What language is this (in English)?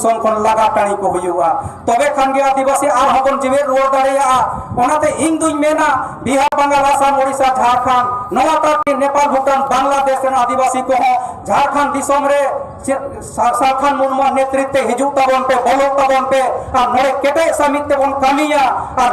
Santali